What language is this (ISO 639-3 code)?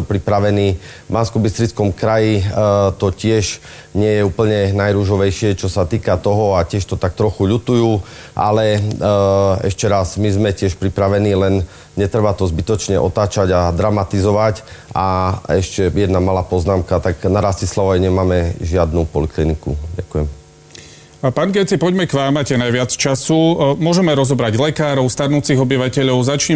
slk